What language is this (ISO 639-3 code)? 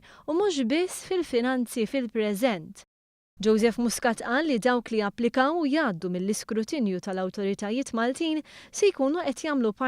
mlt